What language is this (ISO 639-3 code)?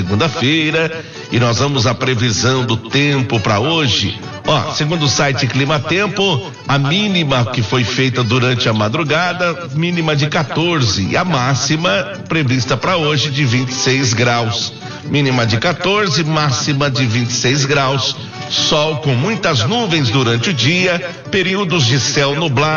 por